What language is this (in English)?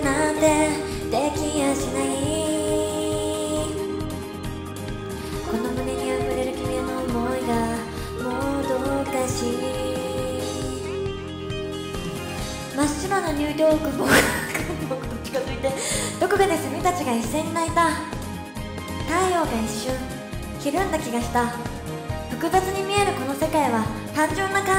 Japanese